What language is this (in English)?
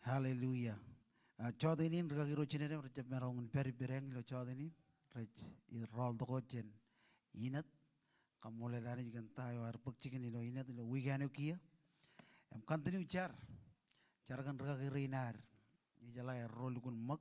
Marshallese